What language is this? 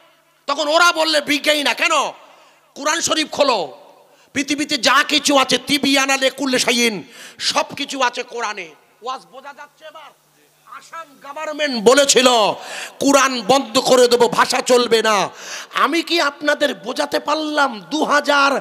Bangla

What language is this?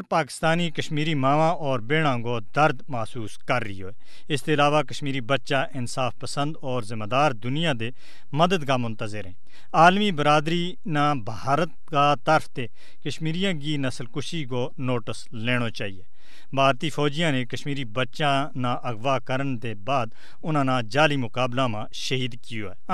Gujari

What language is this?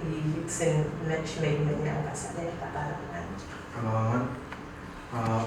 Pohnpeian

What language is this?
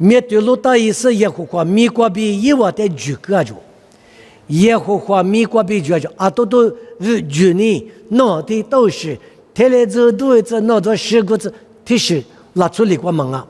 Lisu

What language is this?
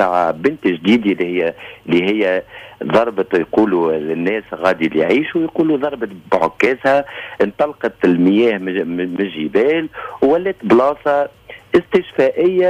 Tunisian Arabic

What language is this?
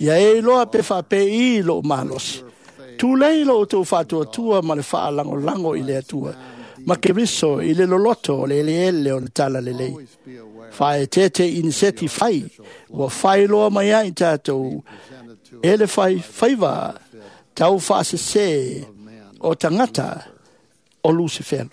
Samoan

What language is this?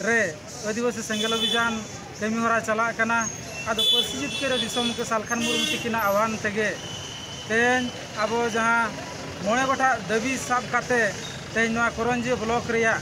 Santali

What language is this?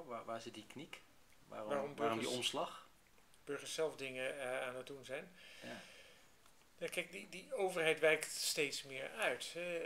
Dutch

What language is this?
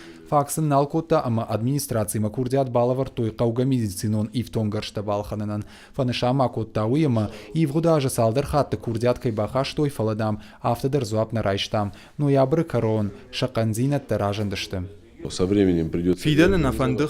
Ossetic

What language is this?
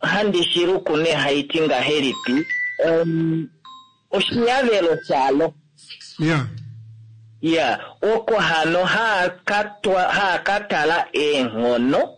Kuanyama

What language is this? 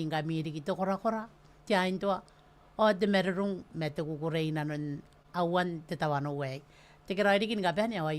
Gilbertese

